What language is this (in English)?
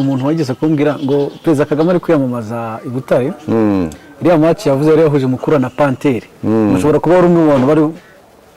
Kinyarwanda